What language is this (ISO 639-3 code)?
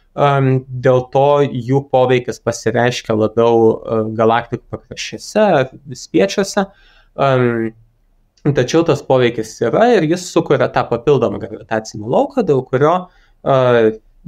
lit